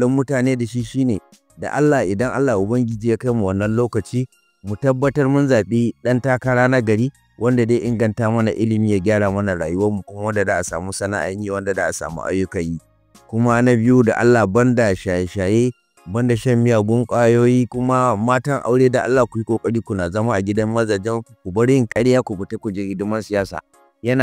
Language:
Hausa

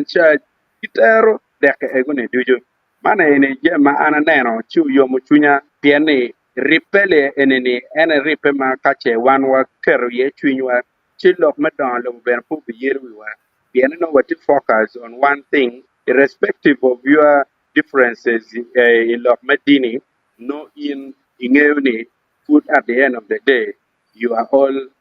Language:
Acoli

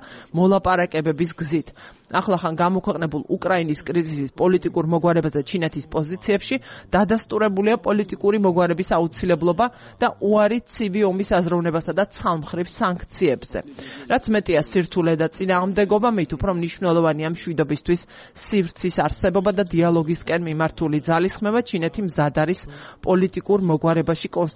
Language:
Georgian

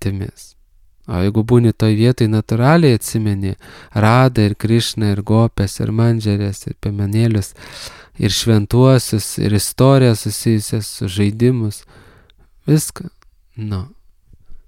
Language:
Lithuanian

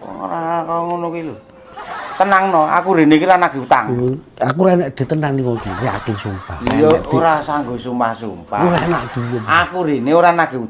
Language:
Javanese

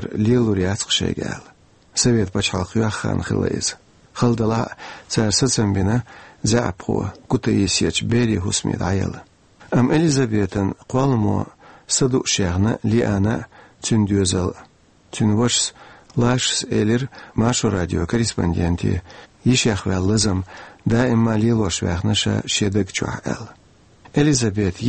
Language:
Chechen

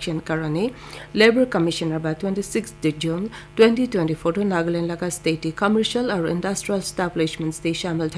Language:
Naga Pidgin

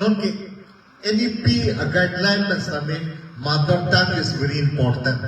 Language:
Karbi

